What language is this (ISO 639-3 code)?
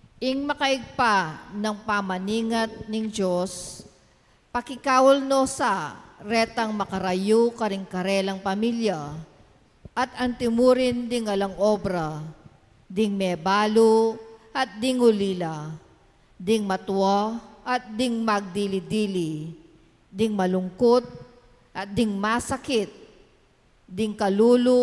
pam